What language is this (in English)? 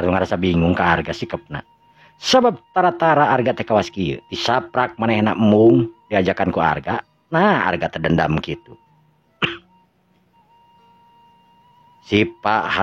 Sundanese